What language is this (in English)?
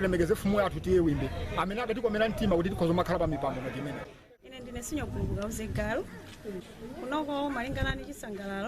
Nyanja